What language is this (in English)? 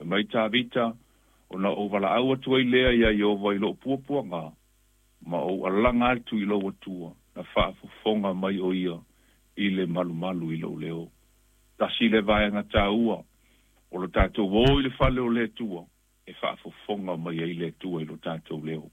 Samoan